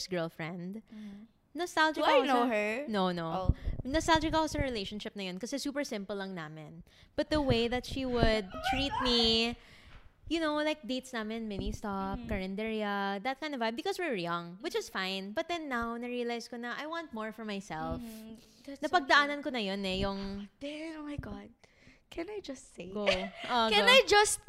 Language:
Filipino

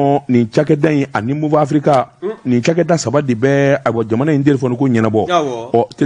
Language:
Bambara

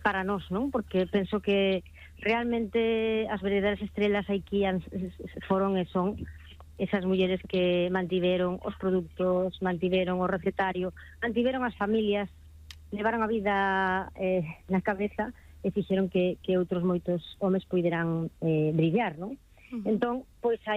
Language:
Galician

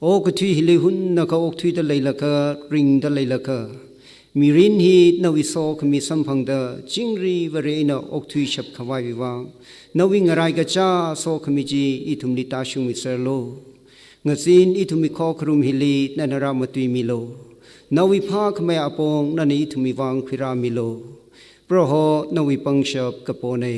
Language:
Tangkhul Naga (India)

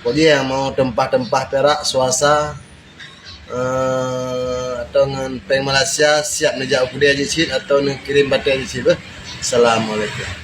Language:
Achinese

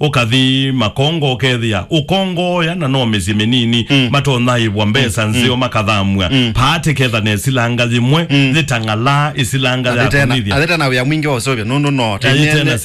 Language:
Kamba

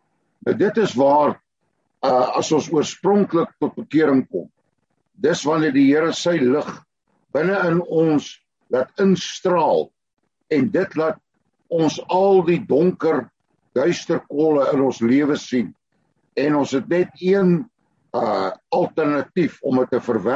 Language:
Afrikaans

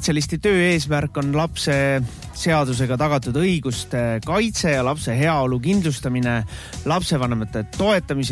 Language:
Estonian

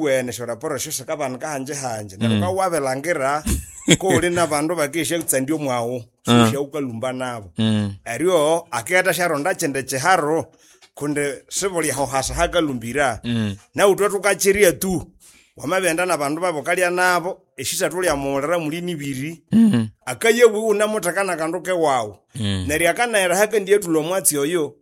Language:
Nande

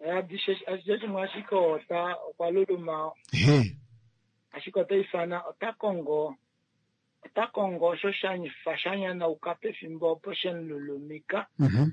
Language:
Kuanyama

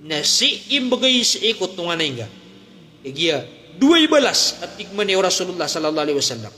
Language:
Maranao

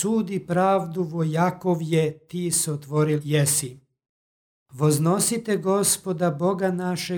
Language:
Serbian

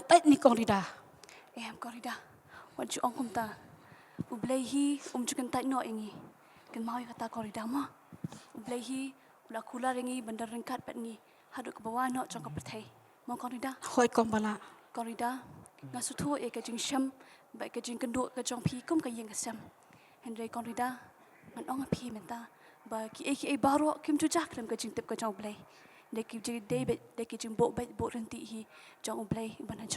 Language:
Khasi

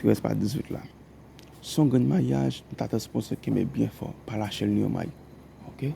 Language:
Haitian Creole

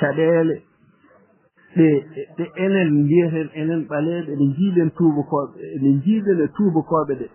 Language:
Fula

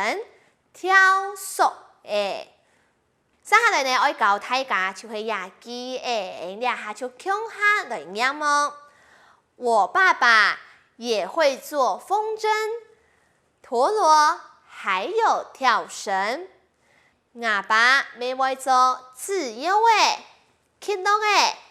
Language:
Hakka Chinese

